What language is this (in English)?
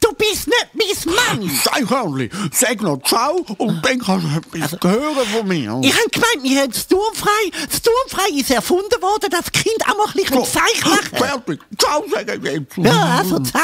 Swiss German